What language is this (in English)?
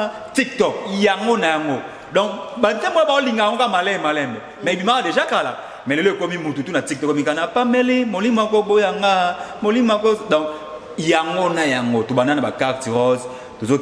Lingala